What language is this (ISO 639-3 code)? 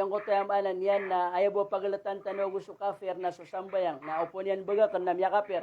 mrw